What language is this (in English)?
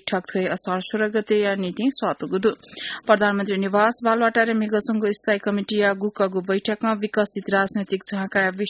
Newari